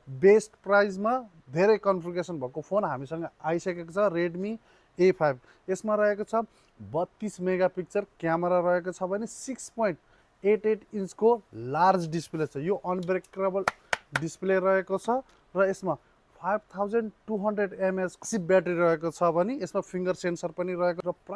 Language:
Nepali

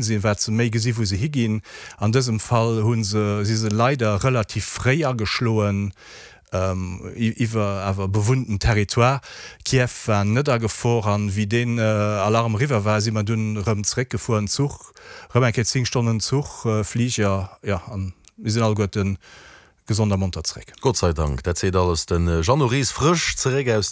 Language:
Luxembourgish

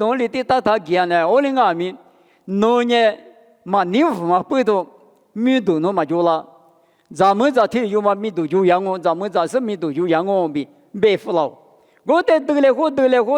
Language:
Lisu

